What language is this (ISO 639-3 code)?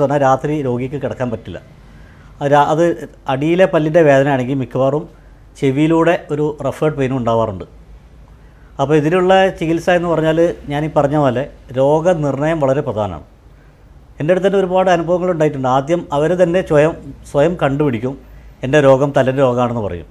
mal